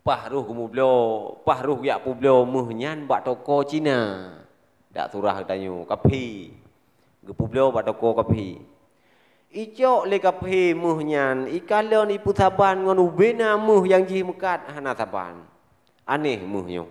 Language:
Achinese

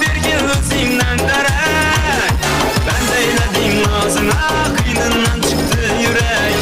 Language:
Kara-Kalpak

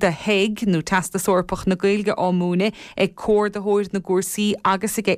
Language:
Irish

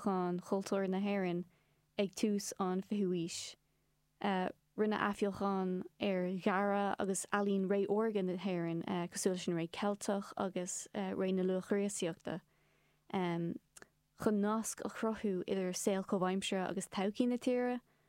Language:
Irish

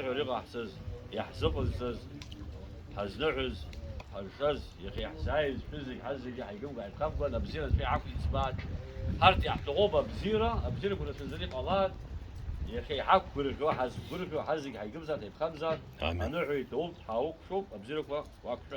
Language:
Abkhazian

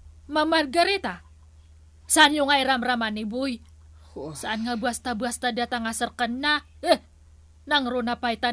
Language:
Iloko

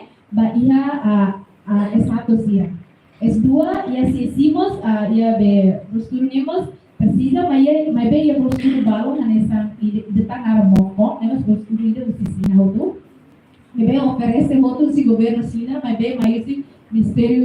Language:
Tetum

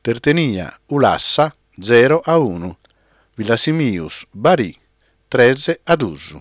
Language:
Sardinian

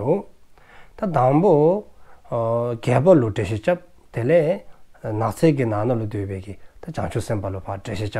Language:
Dzongkha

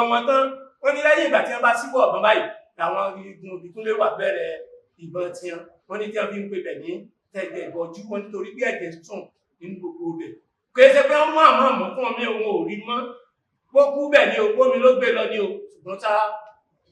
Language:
Yoruba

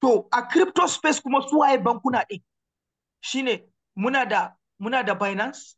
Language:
Hausa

